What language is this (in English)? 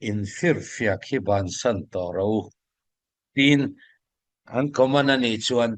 Falam Chin